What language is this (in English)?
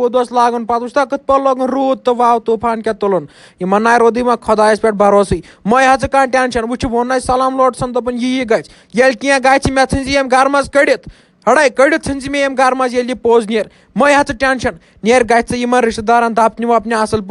Kashmiri